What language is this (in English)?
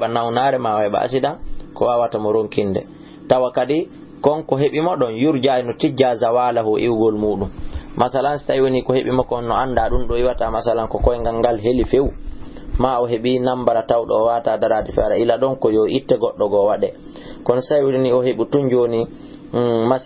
Fula